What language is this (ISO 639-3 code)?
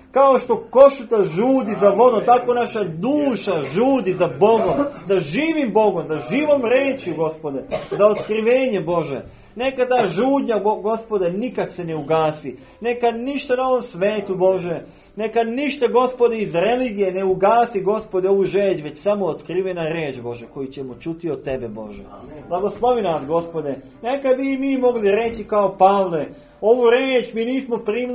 srp